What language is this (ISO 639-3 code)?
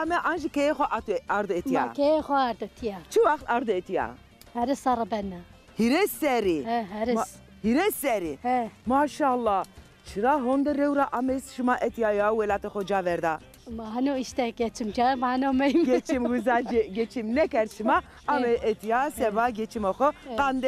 zza